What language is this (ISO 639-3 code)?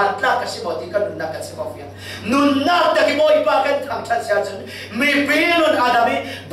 cfm